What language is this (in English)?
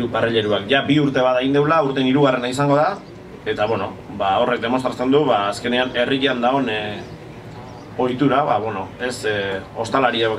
Basque